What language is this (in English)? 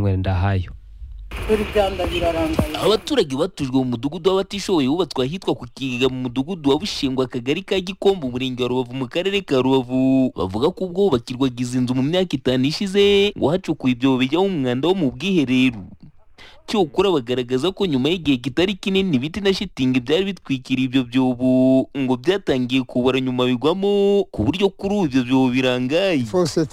Kinyarwanda